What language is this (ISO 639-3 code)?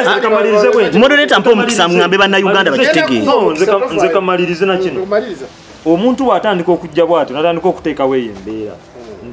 lug